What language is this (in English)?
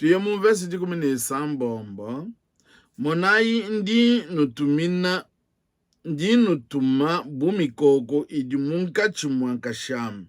Luba-Lulua